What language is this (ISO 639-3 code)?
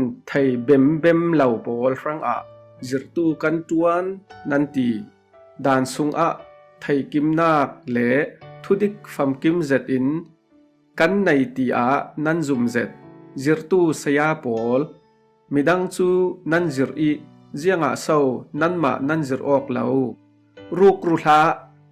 cfm